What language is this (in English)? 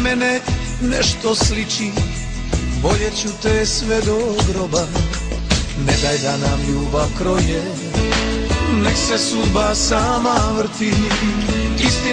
Serbian